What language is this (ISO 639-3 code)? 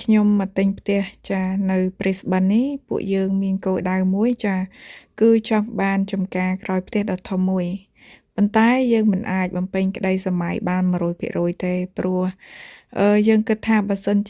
khm